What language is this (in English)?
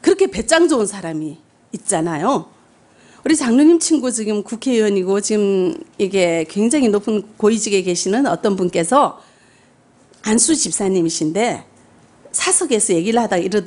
Korean